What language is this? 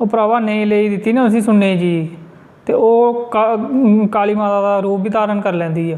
Dogri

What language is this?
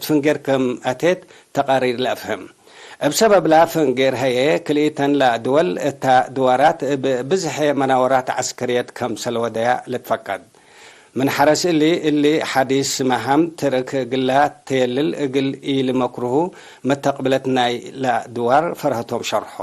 Tigre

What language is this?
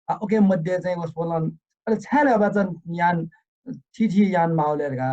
Newari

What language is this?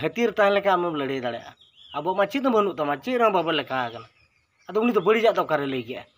Santali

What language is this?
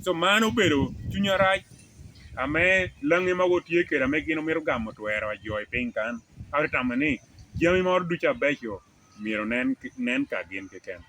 Lango (Uganda)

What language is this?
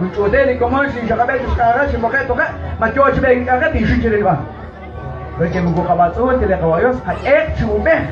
Kekchí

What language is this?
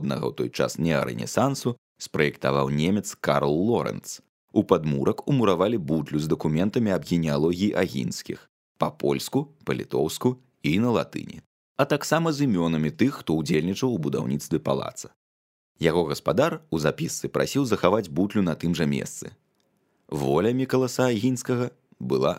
Belarusian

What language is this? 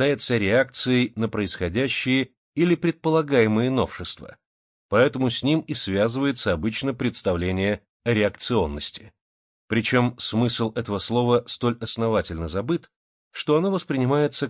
Russian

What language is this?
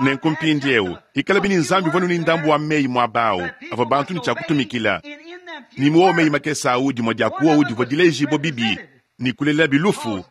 Luba-Lulua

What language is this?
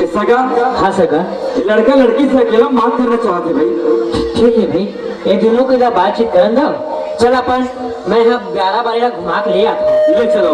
Chhattisgarhi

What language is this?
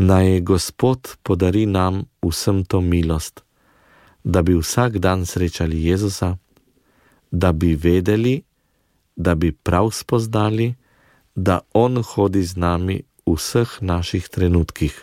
Slovenian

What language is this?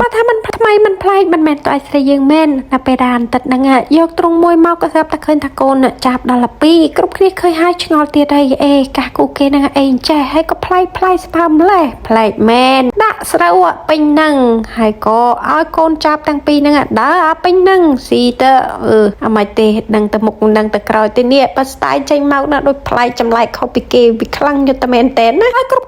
Khmer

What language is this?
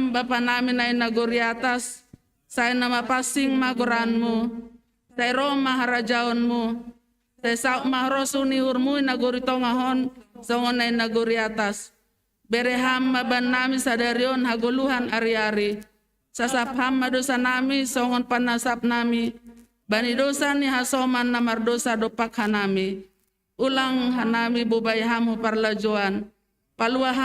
Batak Simalungun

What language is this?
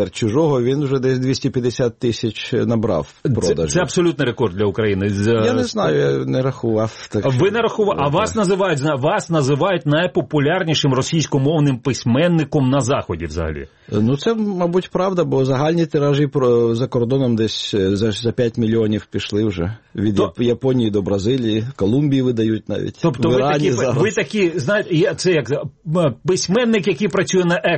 Ukrainian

